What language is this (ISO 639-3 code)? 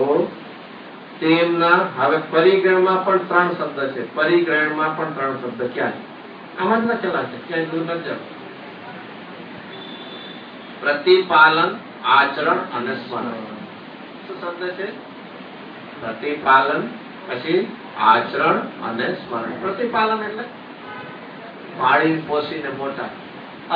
guj